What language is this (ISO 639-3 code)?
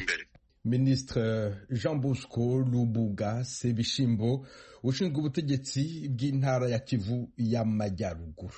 kin